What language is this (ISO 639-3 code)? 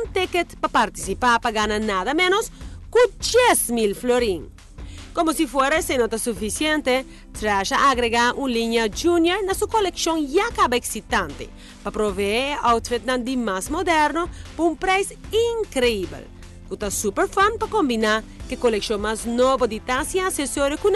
pap